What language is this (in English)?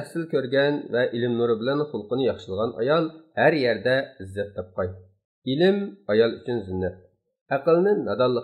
Uyghur